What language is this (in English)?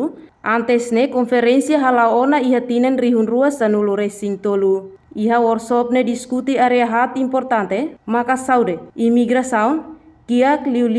Tetum